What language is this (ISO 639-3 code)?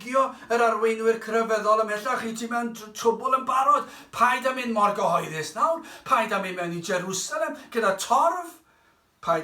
cym